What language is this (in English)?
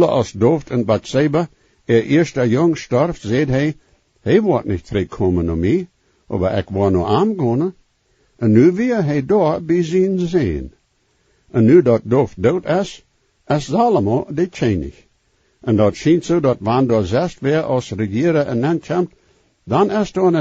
Plautdietsch